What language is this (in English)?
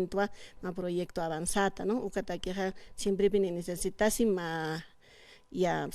Aymara